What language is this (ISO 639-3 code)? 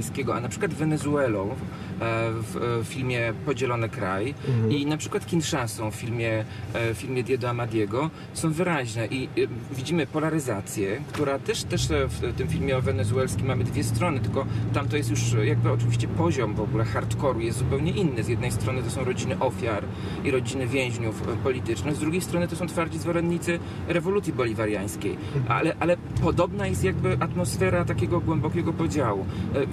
pol